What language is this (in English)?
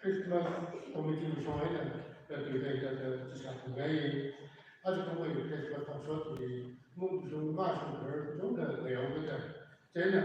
Tangkhul Naga (India)